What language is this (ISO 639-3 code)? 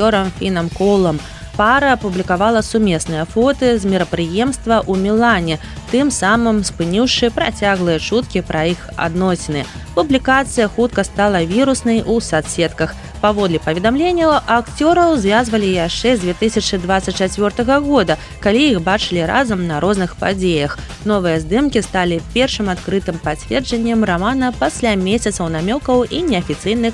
bel